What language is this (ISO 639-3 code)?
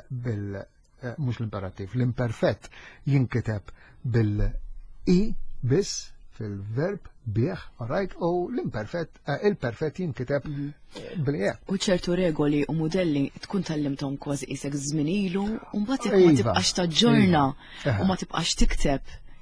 mlt